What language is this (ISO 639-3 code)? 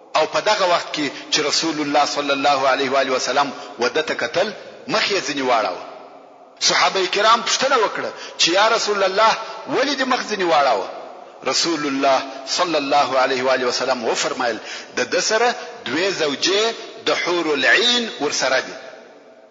pus